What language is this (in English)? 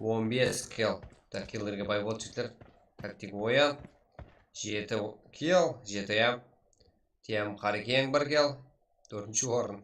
Kara-Kalpak